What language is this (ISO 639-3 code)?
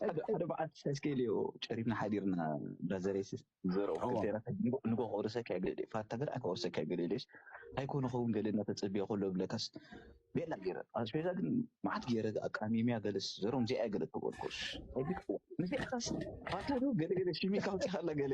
tir